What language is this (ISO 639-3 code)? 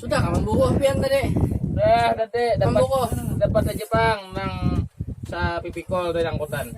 bjn